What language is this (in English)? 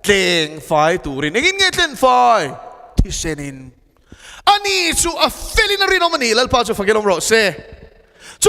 Mizo